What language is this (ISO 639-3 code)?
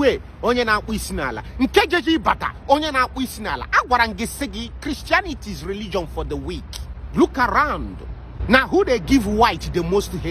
ibo